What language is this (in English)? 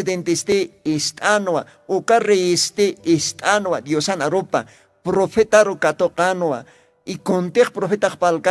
Aymara